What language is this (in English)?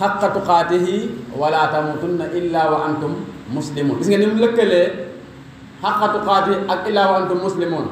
Wolof